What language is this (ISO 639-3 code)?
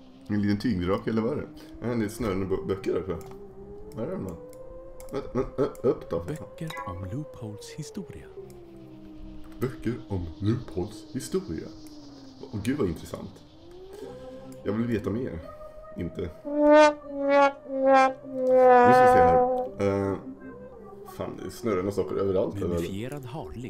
swe